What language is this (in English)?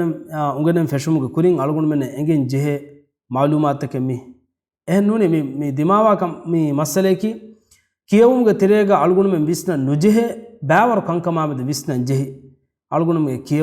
Divehi